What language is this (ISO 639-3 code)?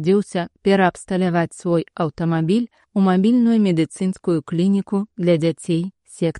bel